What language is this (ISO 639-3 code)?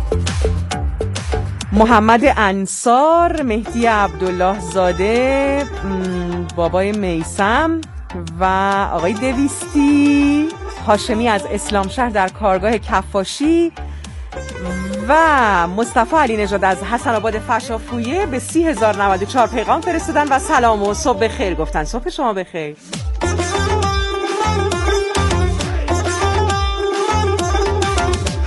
fas